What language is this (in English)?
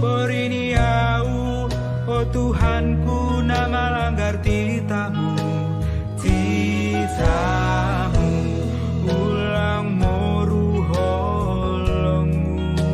Batak Simalungun